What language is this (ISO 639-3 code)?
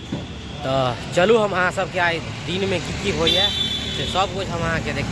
mai